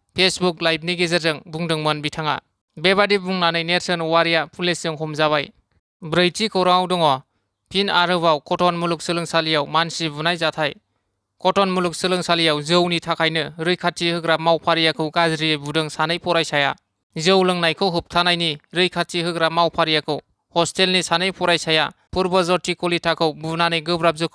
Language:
Bodo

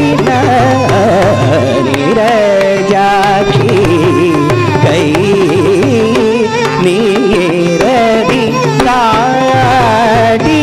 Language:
Telugu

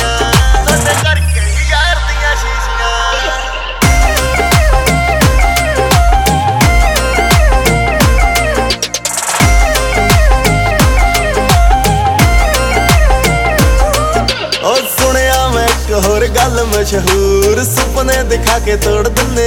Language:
Punjabi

